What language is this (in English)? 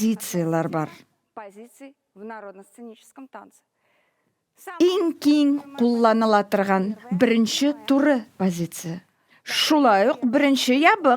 Tatar